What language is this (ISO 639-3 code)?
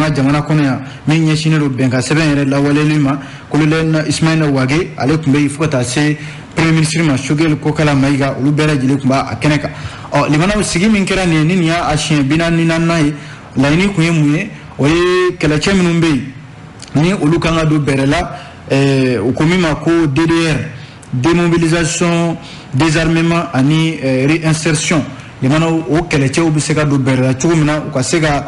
bam